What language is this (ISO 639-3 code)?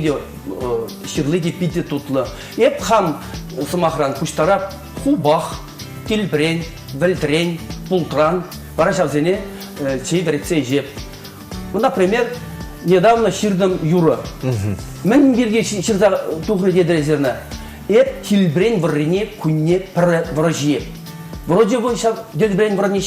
chv